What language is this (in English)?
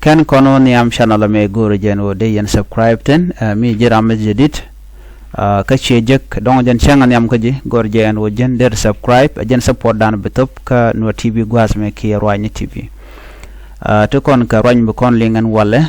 Nuer